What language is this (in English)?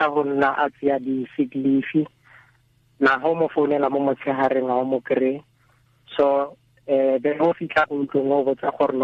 Tswana